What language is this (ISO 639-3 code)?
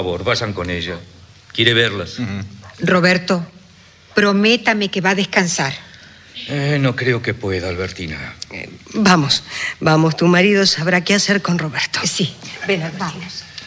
spa